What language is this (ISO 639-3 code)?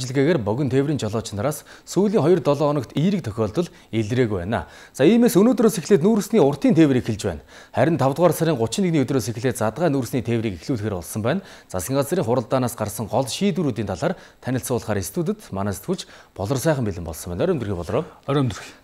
mon